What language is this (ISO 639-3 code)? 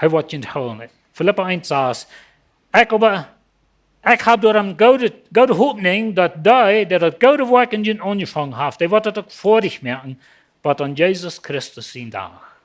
pdt